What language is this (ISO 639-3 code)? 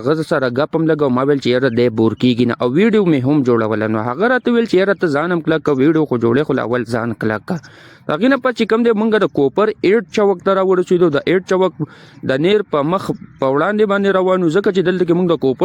pus